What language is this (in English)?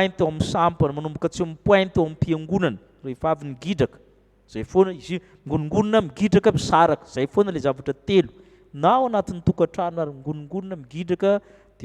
Malagasy